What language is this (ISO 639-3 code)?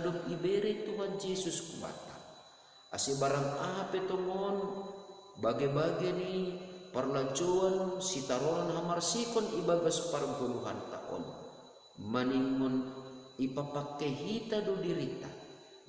bts